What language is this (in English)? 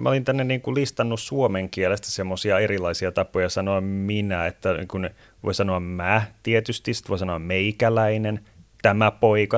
Finnish